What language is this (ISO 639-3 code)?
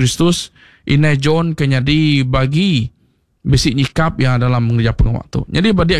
iba